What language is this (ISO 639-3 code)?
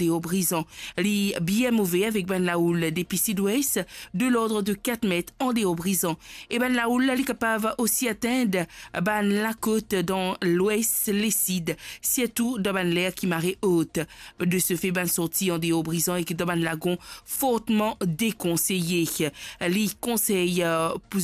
mfe